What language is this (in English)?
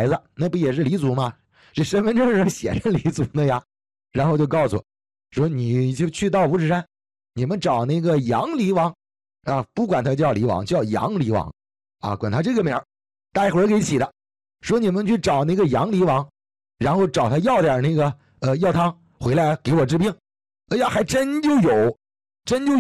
Chinese